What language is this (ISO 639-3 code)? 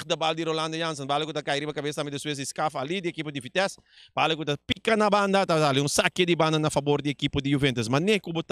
pap